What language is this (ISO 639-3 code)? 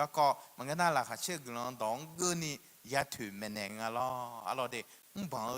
ahk